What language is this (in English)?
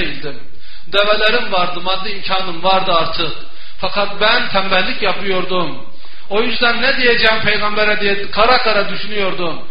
Turkish